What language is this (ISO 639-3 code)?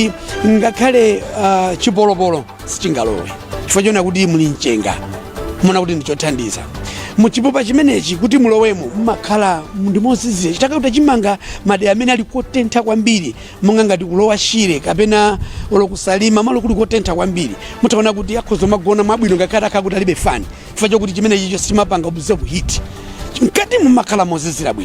nya